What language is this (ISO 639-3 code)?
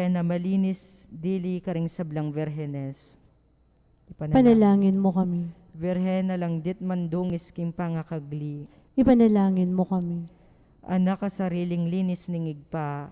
pam